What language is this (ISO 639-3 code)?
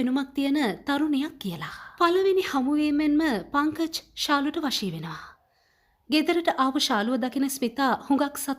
sin